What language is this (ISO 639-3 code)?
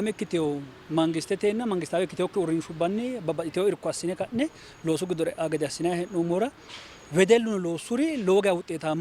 sid